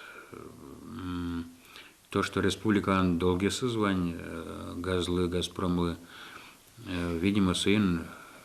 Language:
Udmurt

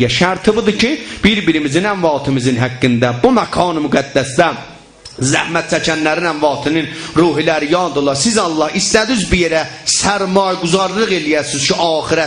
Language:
South Azerbaijani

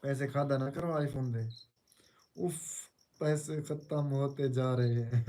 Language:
Saraiki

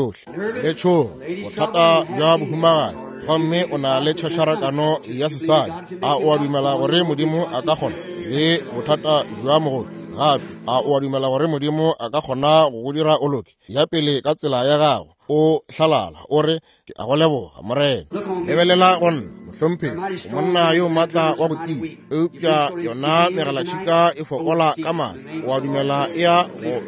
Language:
Northern Sotho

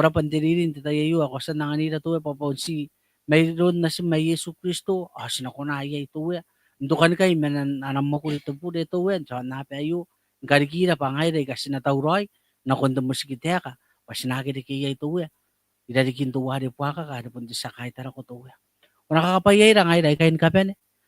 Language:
Gilbertese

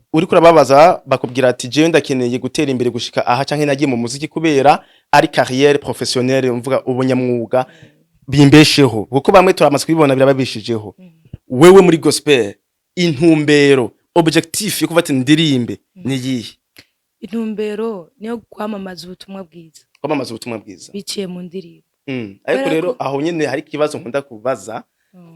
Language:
Rundi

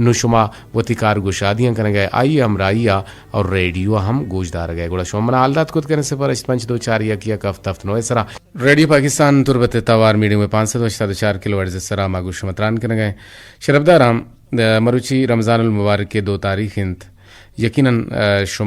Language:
Eastern Balochi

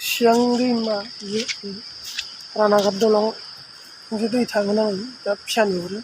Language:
Bodo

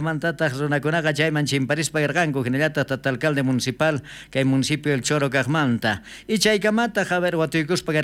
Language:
South Bolivian Quechua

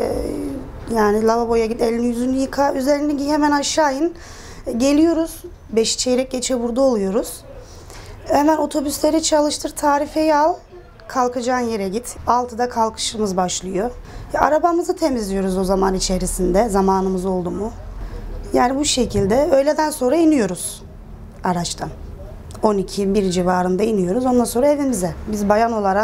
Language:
Turkish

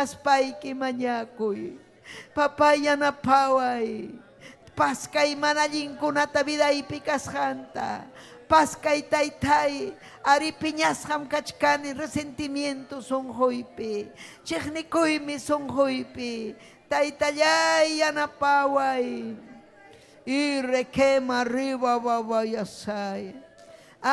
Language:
Ayacucho Quechua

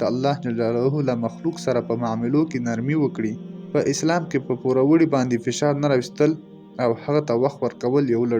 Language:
Pashto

